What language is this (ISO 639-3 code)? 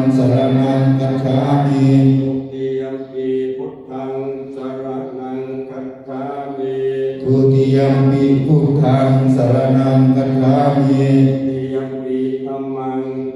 pli